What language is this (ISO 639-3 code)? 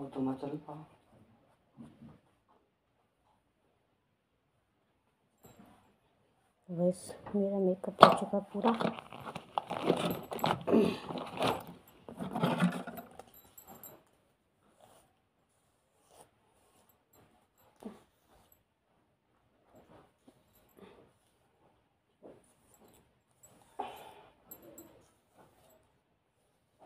hin